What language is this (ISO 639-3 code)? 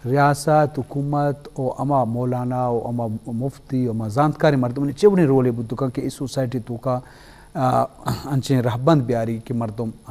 bgp